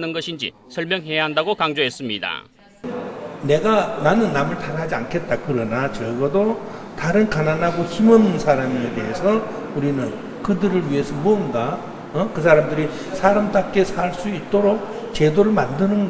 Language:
Korean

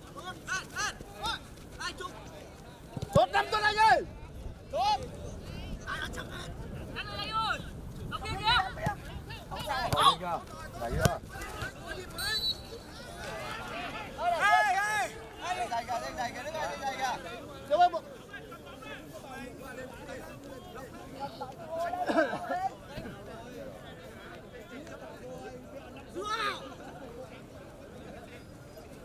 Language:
Vietnamese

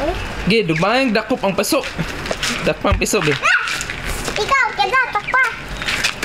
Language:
Cebuano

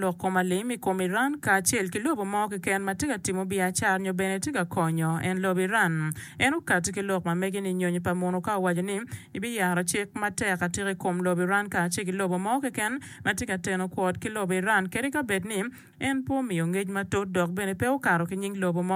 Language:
Acoli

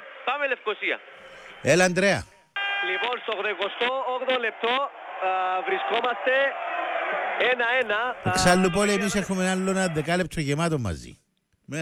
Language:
Greek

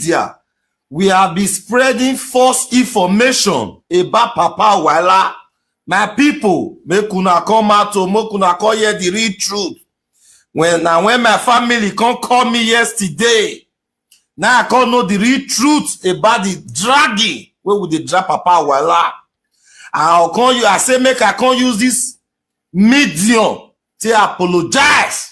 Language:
Nigerian Pidgin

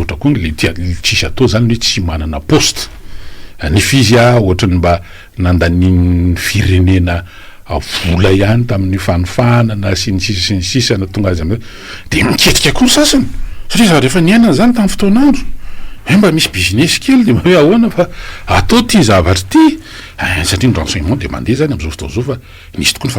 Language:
Malagasy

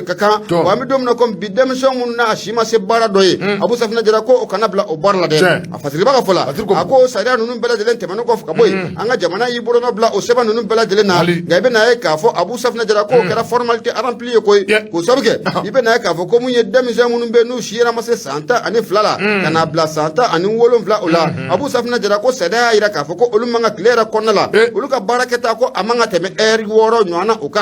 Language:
Bambara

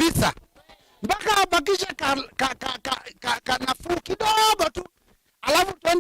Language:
Kamba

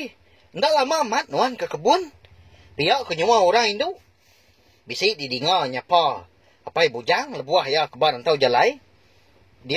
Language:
Iban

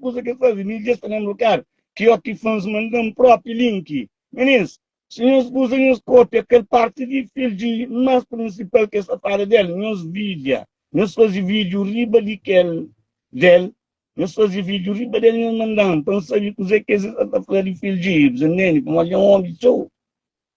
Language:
Kabuverdianu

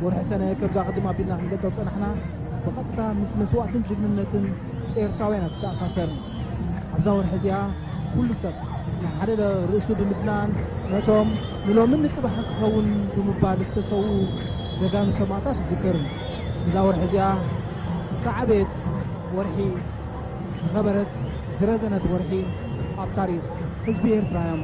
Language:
Tigrinya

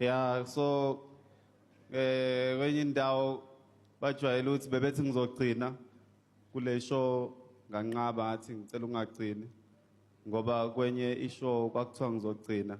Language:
Zulu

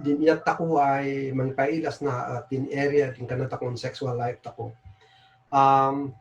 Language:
Kankanaey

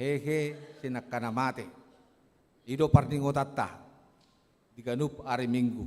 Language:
Batak Toba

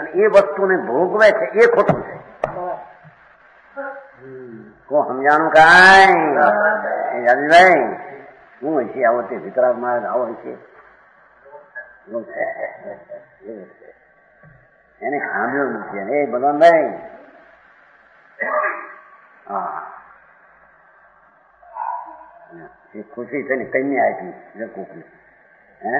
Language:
Gujarati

